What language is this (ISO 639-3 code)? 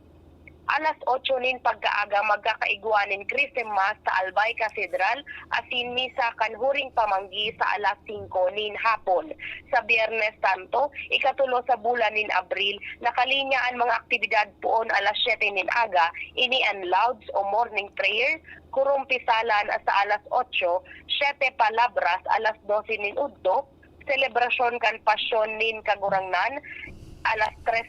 bik